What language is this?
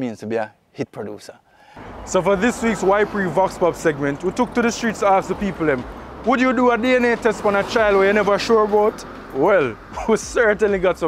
Jamaican Creole English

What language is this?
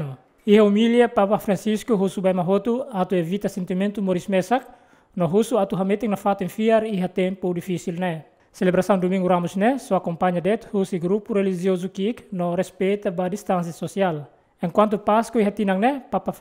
Tetum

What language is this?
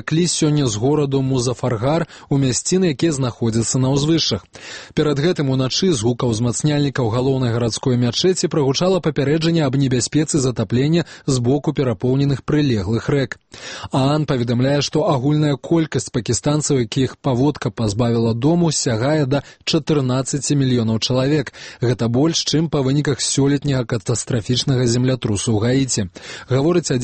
Belarusian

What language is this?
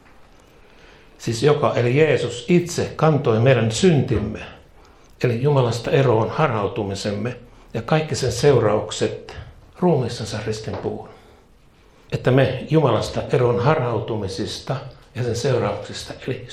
Finnish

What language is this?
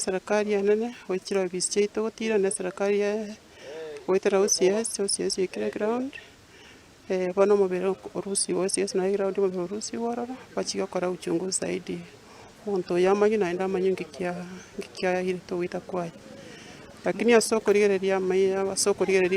Gusii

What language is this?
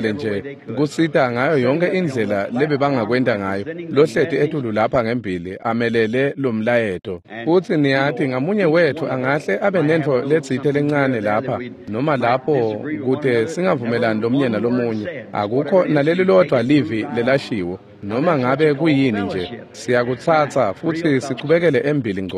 Swati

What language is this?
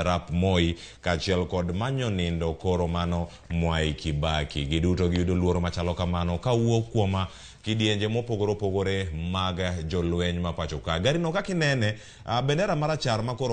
Luo (Kenya and Tanzania)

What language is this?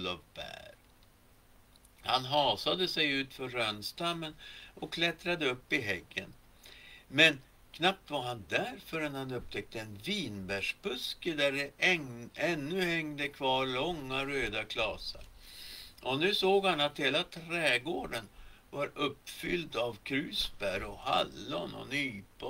Swedish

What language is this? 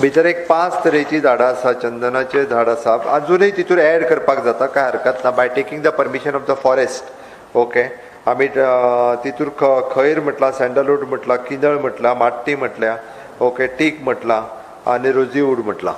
Konkani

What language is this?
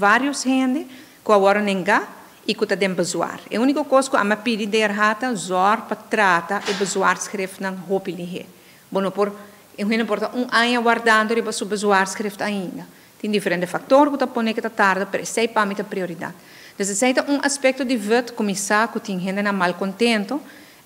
Papiamento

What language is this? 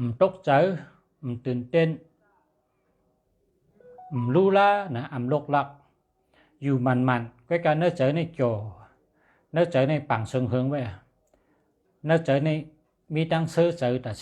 Shan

